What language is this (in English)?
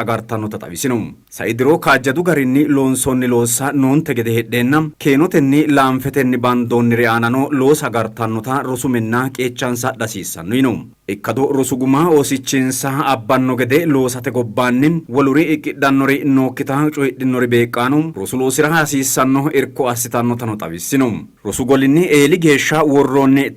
Sidamo